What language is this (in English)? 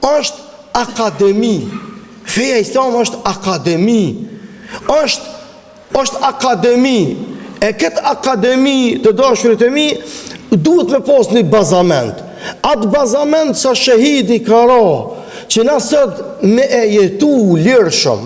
Albanian